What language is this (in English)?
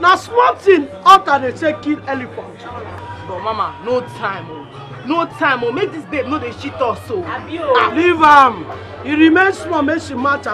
Nigerian Pidgin